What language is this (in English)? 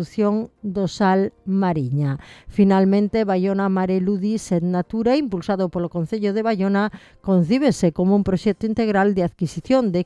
Galician